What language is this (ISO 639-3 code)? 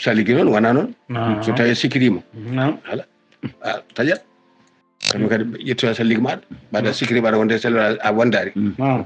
ful